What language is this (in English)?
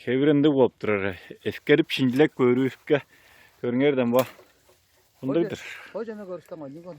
Tuvinian